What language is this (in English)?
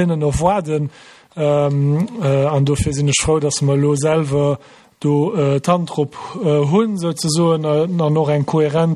Luxembourgish